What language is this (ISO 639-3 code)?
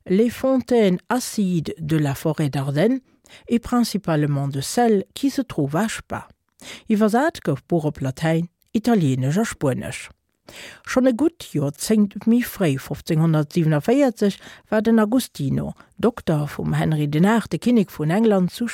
ltz